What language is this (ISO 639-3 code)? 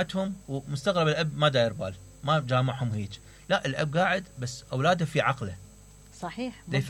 acm